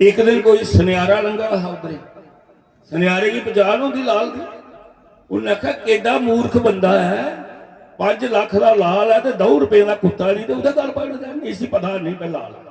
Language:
Dogri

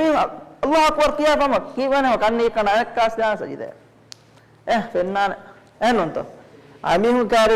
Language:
Divehi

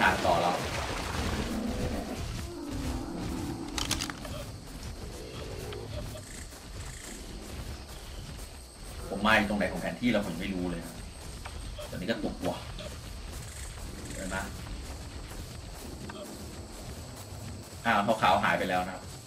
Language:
Thai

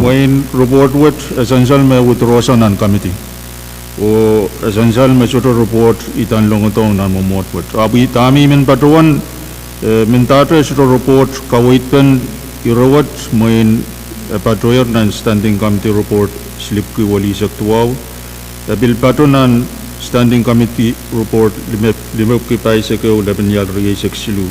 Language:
Pohnpeian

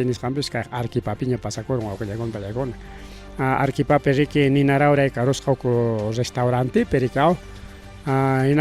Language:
Ayacucho Quechua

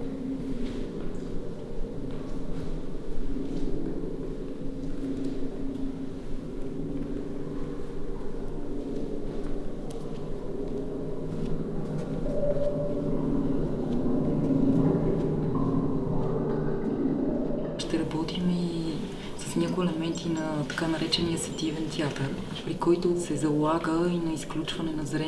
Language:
Bulgarian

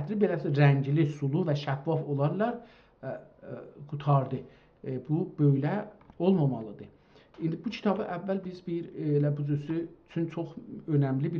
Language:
South Azerbaijani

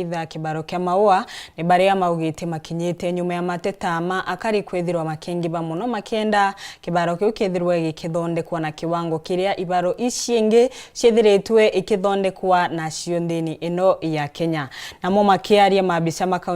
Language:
Meru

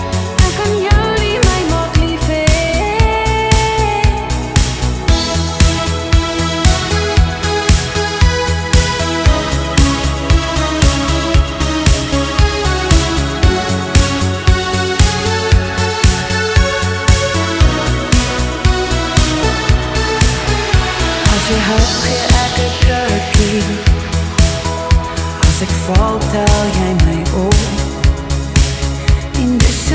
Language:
Afrikaans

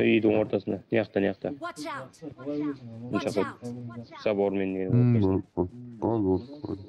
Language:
Kara-Kalpak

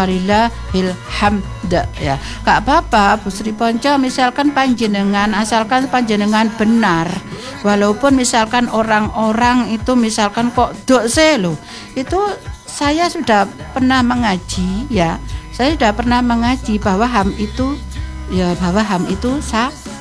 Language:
Indonesian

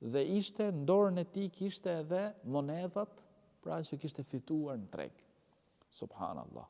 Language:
Albanian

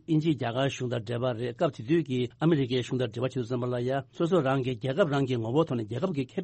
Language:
Tibetan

